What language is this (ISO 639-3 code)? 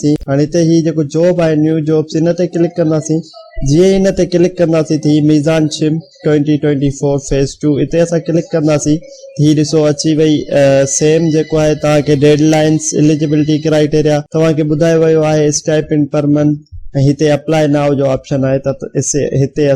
snd